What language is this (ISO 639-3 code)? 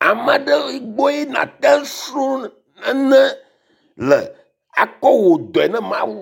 ewe